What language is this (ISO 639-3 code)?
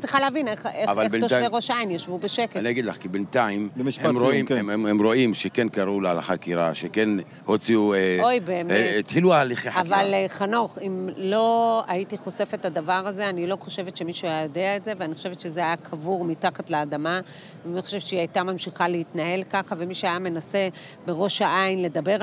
heb